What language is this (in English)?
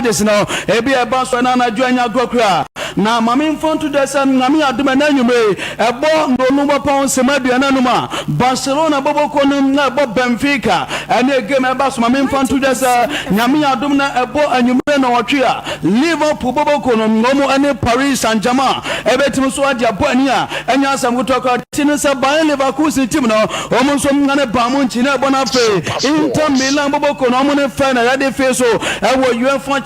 Akan